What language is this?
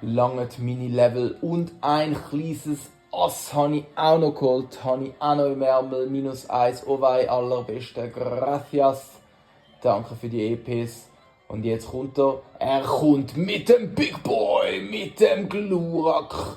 Swiss German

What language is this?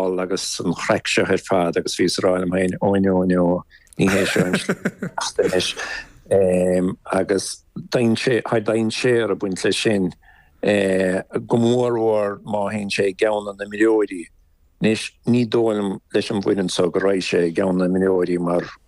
Irish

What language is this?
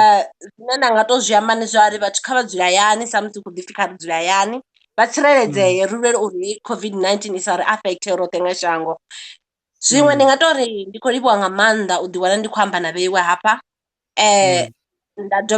Venda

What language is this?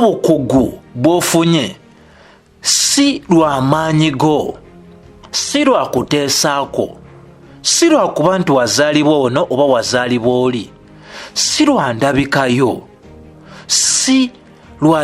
Ganda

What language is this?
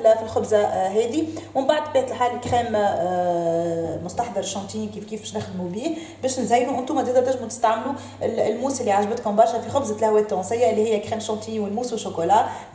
Tunisian Arabic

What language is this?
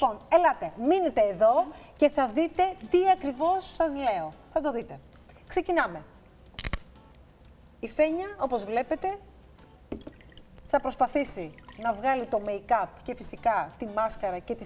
Greek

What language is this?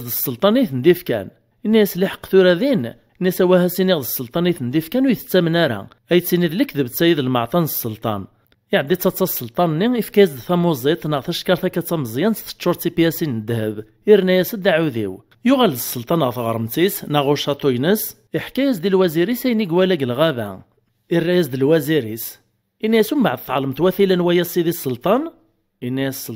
Kabyle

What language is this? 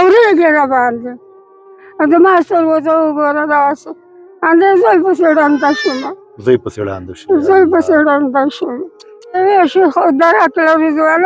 Pashto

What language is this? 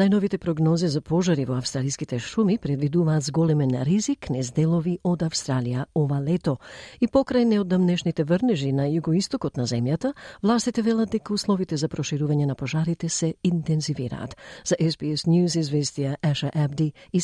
Macedonian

